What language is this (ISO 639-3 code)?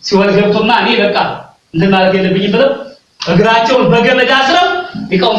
amh